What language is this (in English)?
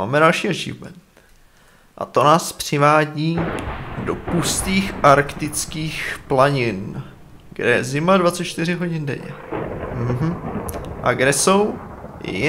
Czech